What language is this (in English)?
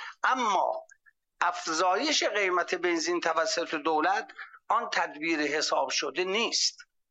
Persian